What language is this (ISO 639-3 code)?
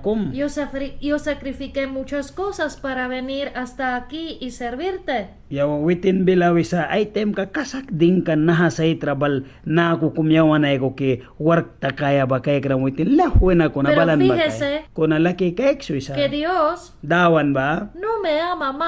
miq